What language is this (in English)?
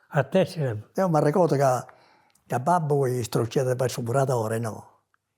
Sardinian